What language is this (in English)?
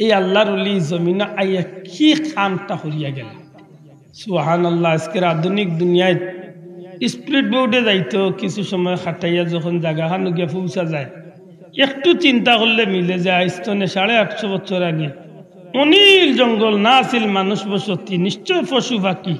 Sylheti